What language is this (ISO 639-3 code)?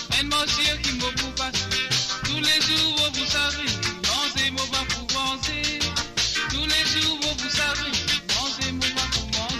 mfe